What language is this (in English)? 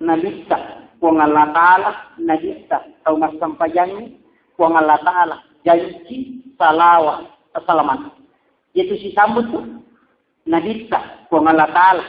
Buginese